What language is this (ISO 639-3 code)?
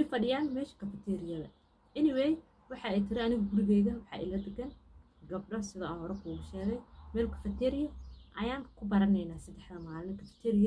som